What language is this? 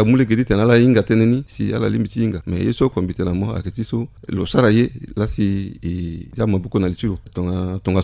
Sango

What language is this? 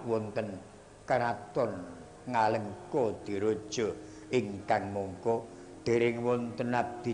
Javanese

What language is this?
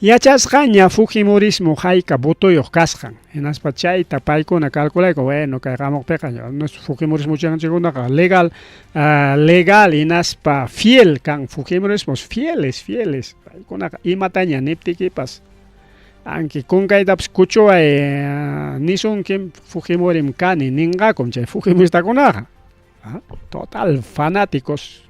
Ayacucho Quechua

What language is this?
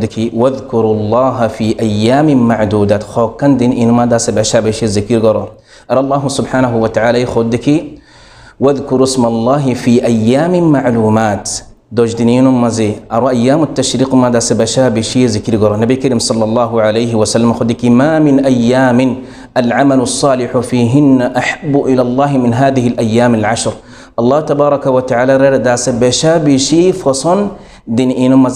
Rohingya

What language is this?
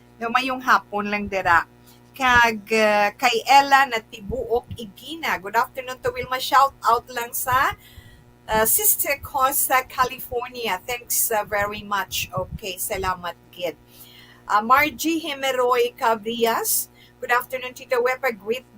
Hiligaynon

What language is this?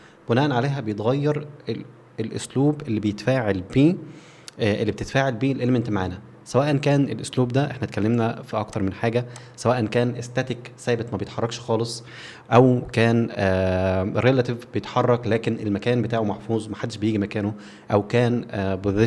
Egyptian Arabic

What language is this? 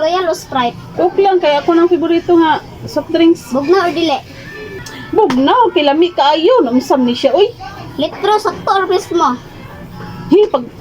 Cebuano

